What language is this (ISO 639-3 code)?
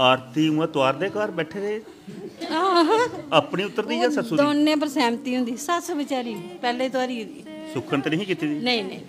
doi